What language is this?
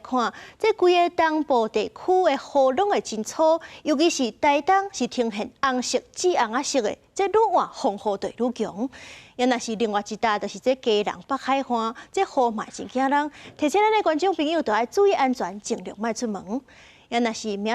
Min Nan Chinese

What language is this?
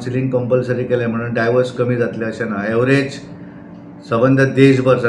Konkani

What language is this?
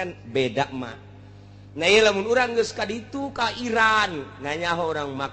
Sundanese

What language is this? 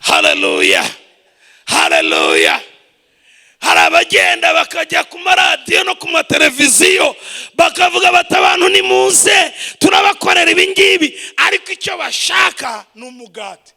Kinyarwanda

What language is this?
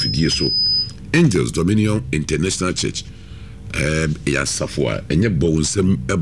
Akan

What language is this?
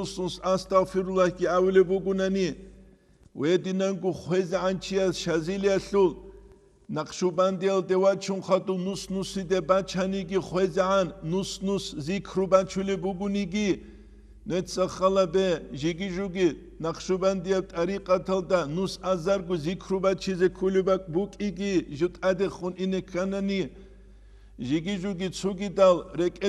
Avaric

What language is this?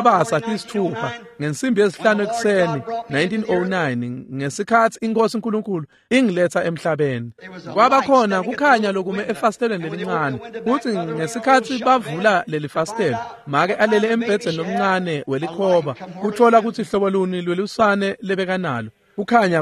Swati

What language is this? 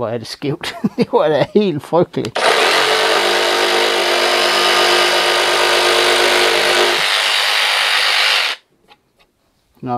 Danish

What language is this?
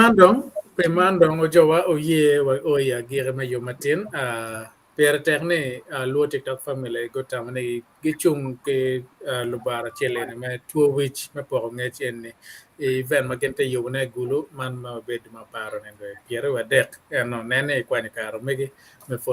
Acoli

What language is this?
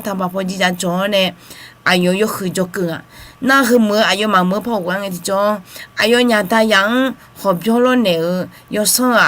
Akha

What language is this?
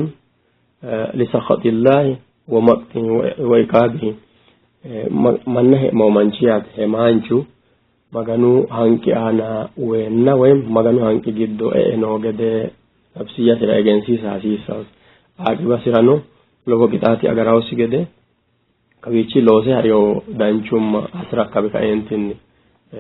Sidamo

